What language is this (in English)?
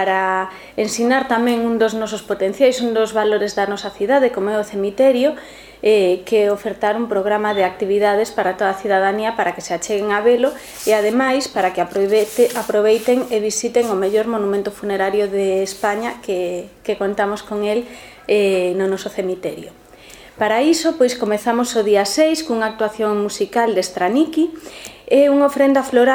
Galician